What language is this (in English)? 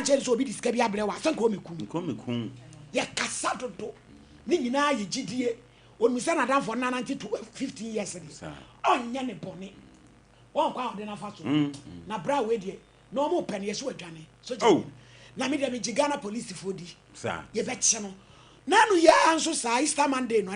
Akan